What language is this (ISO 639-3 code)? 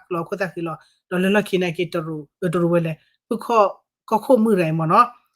ksw